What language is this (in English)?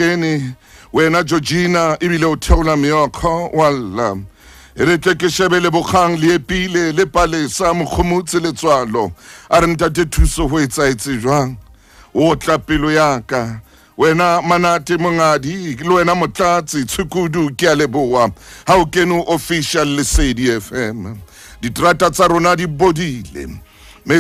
Southern Sotho